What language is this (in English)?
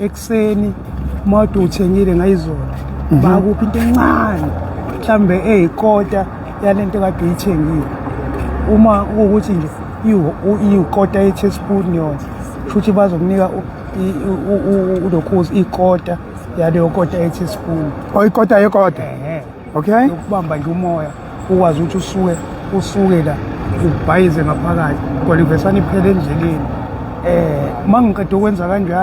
Zulu